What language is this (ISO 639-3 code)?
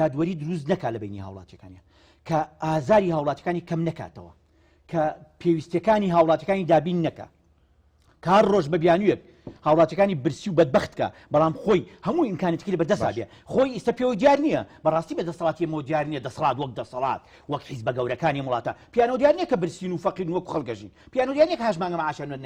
ckb